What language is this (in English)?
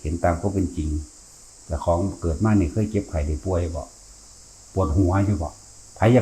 Northeastern Thai